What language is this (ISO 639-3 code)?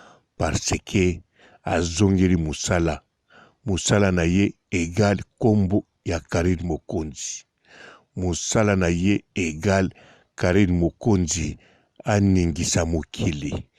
lin